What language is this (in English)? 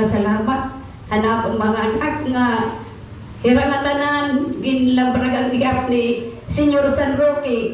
Waray